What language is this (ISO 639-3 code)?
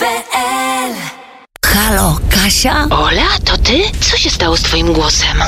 pol